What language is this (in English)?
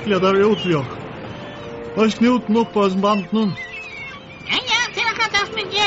Faroese